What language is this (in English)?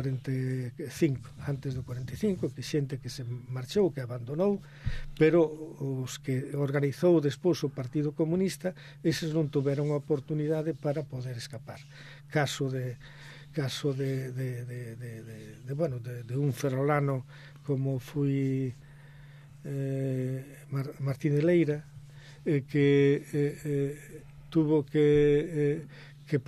Galician